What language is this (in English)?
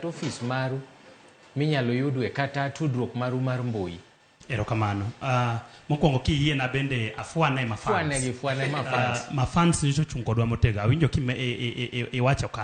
Luo (Kenya and Tanzania)